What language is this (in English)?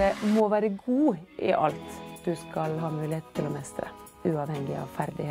Norwegian